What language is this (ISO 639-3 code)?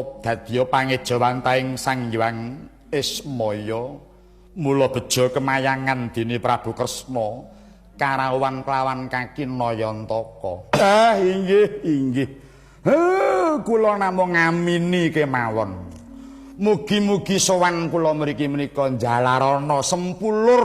jav